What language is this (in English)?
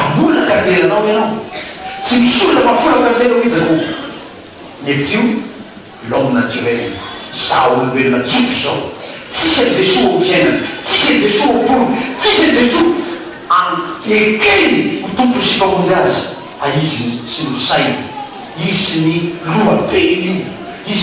Malagasy